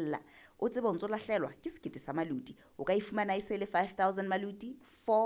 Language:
Southern Sotho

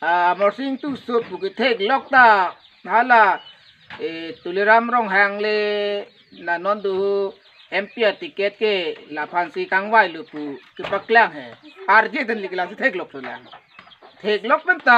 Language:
Karbi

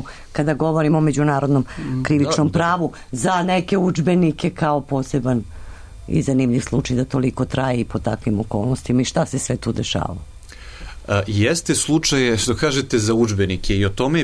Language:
Serbian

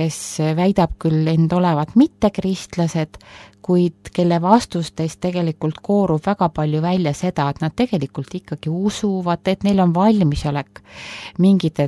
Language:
Estonian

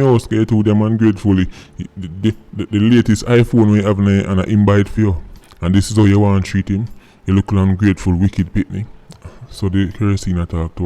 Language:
Jamaican Creole English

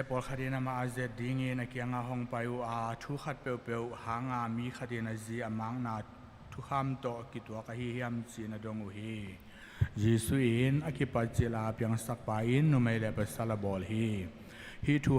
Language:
Tedim Chin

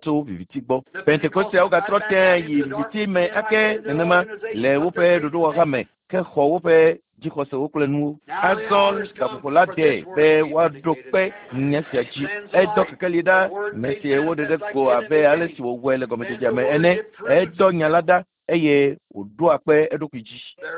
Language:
Ewe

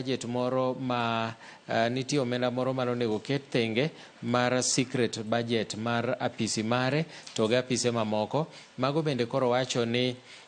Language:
Luo (Kenya and Tanzania)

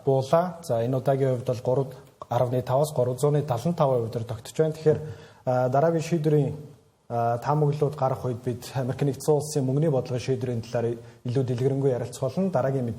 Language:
Mongolian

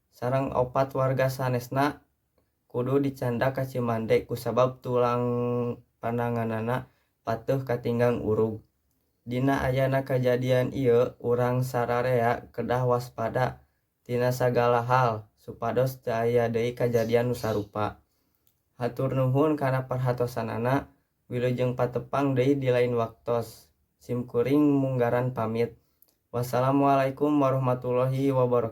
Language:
Sundanese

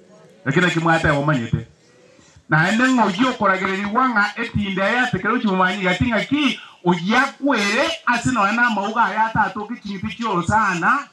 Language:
Gusii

